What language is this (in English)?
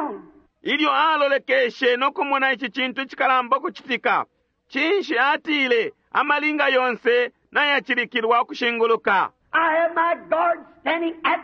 Bemba